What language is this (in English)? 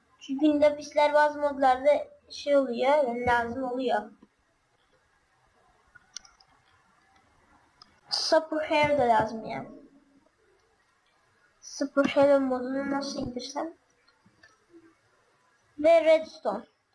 Turkish